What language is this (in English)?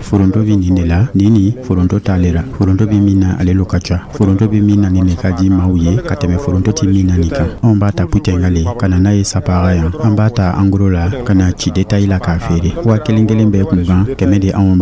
Dyula